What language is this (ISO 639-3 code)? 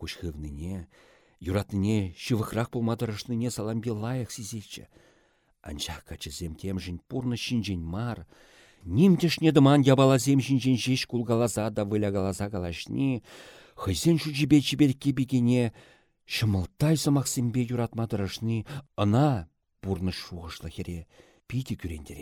chv